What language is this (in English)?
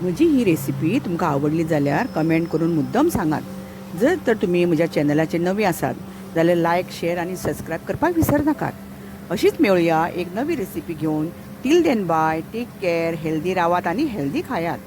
Konkani